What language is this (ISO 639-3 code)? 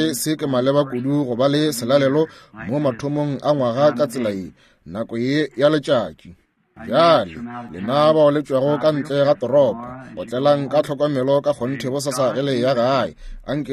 nso